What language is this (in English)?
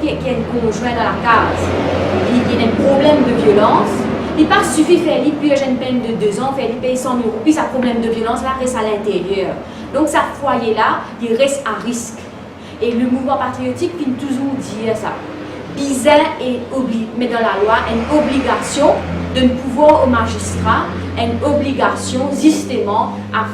Morisyen